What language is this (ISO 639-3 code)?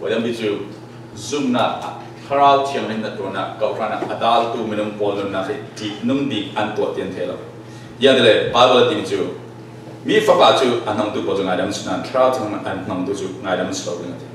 cfm